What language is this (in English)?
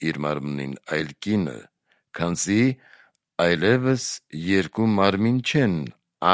Armenian